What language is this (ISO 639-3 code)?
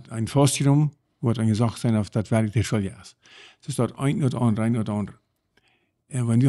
pdt